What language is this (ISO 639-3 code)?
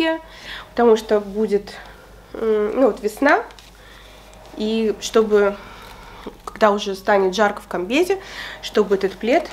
rus